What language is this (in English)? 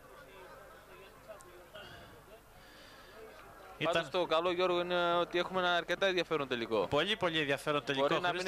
Greek